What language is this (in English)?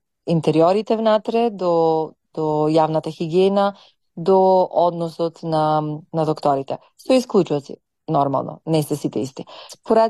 Macedonian